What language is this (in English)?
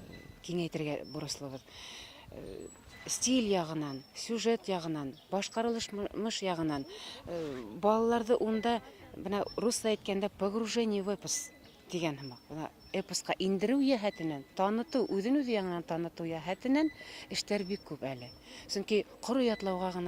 Bashkir